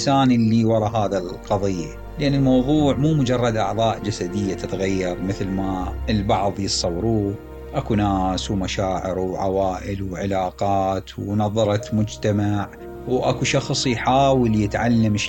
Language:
Mesopotamian Arabic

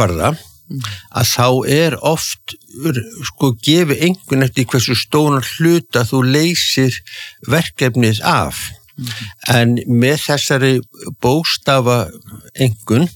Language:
Icelandic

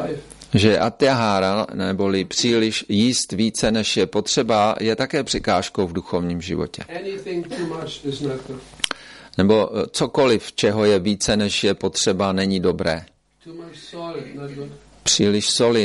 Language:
Czech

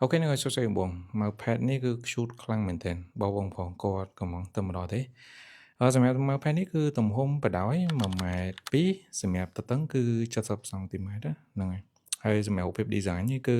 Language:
Khmer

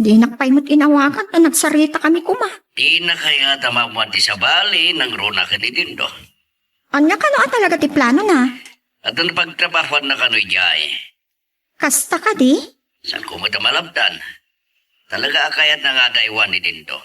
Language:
Iloko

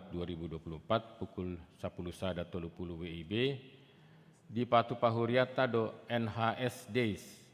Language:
Batak Toba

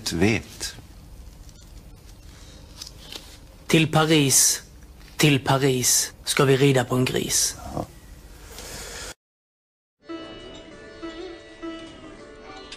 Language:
Swedish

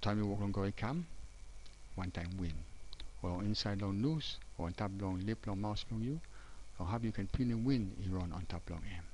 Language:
Tok Pisin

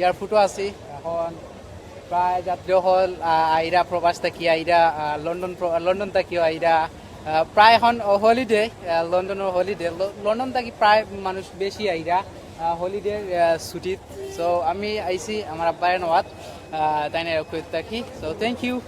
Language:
Sylheti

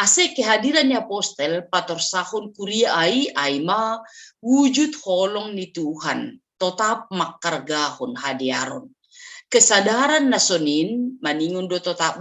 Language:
Batak Simalungun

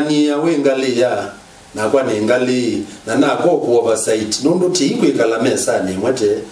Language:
Kamba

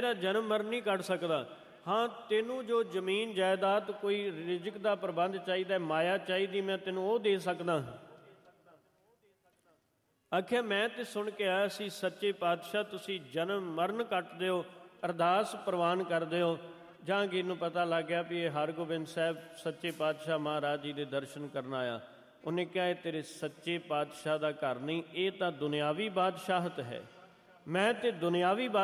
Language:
Punjabi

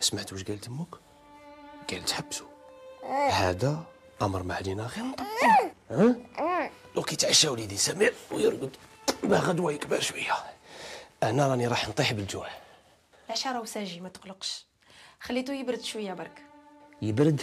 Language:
Algerian Arabic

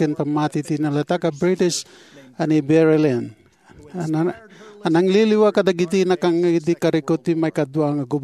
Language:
Iloko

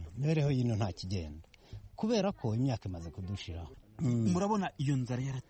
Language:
Kinyarwanda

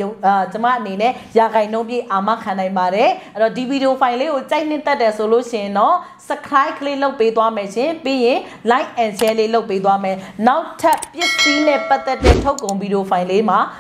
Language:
Burmese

